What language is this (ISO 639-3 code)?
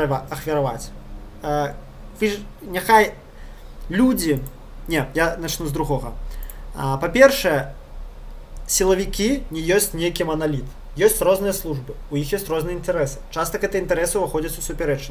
bel